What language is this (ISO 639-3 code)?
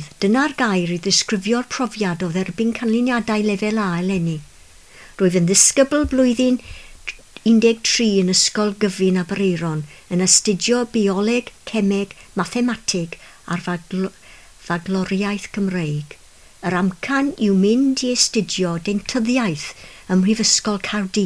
cym